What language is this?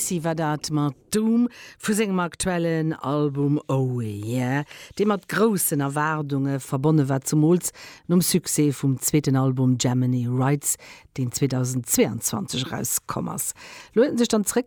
Luxembourgish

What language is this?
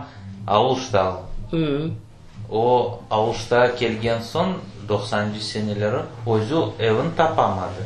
Crimean Tatar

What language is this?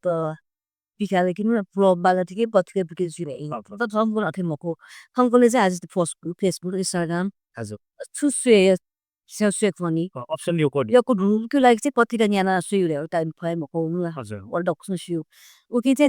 Newari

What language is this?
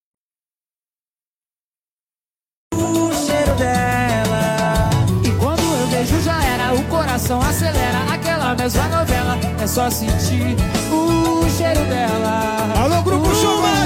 Portuguese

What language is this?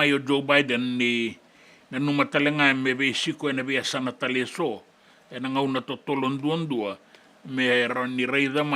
Fijian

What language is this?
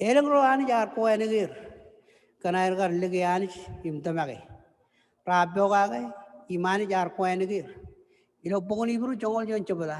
Marshallese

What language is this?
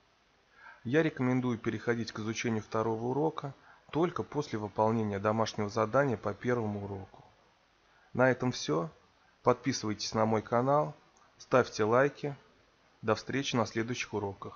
Russian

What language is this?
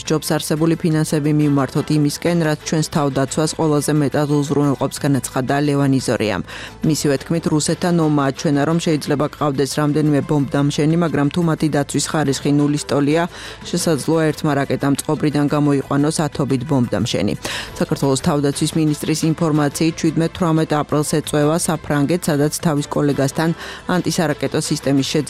Georgian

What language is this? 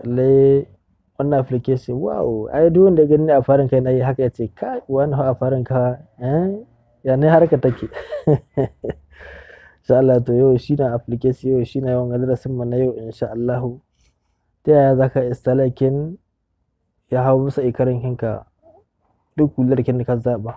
Hausa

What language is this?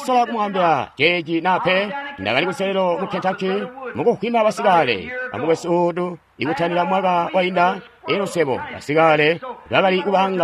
Tonga (Zambia)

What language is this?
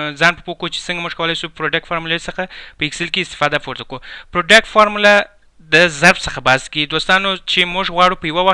Pashto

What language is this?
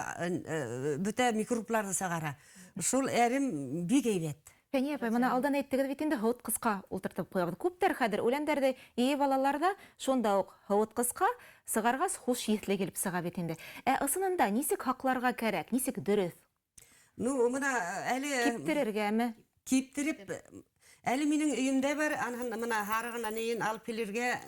Bashkir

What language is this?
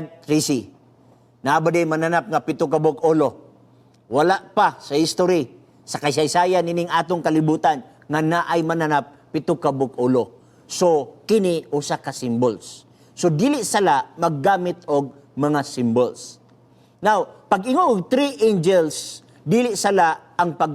Cebuano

